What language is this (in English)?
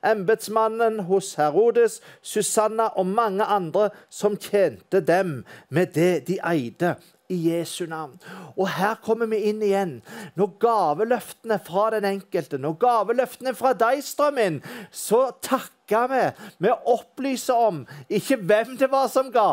Norwegian